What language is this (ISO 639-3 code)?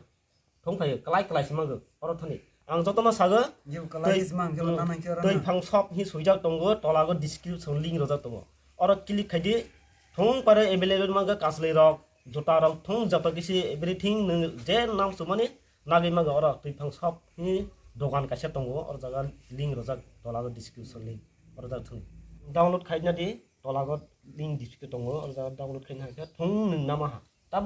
trp